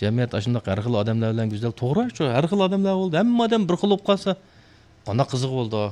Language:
Uyghur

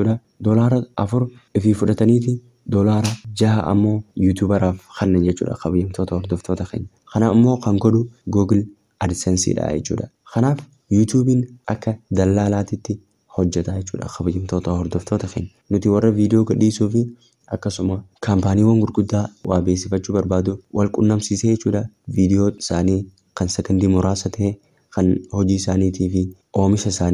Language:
Oromo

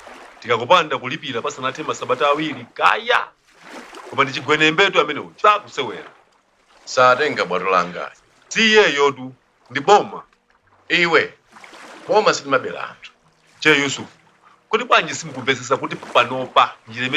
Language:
Nyanja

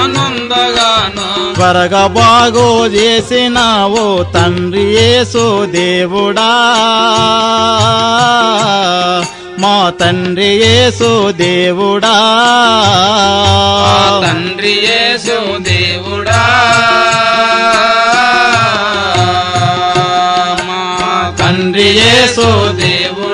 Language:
Telugu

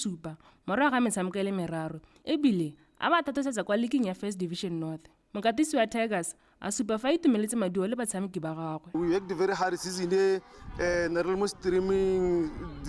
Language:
Tswana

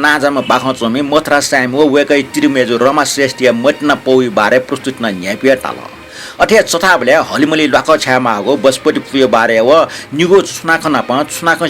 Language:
Newari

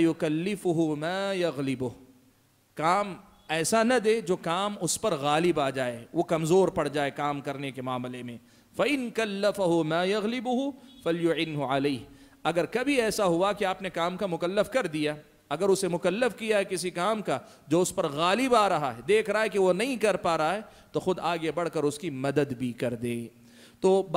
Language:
Urdu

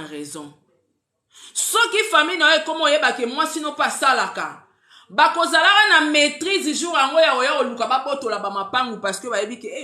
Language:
Lingala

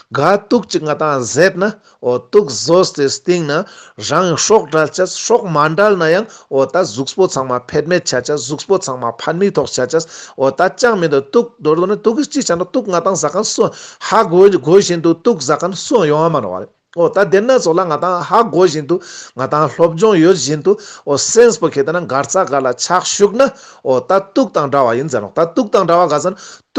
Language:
Ladakhi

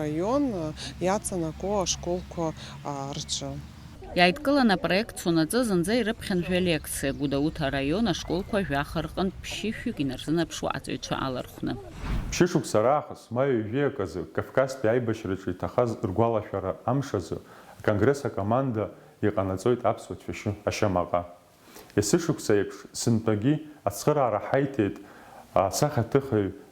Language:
Abkhazian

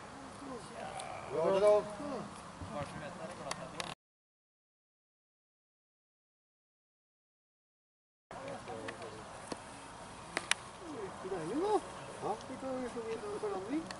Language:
Norwegian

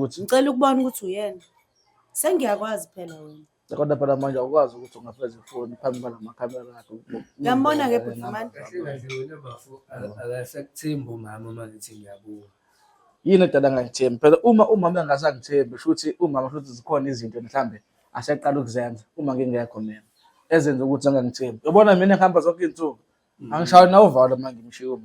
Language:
Zulu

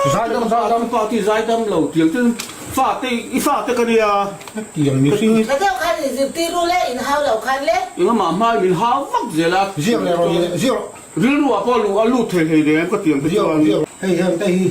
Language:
Mizo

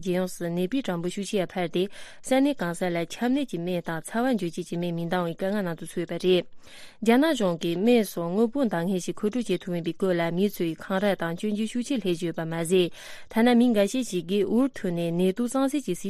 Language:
Tibetan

